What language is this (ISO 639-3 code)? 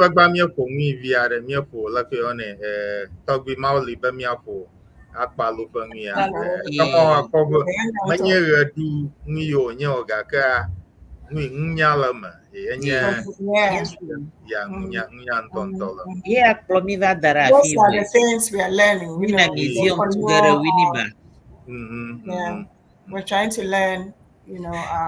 ewe